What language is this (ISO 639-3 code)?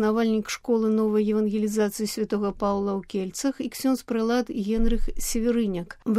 bel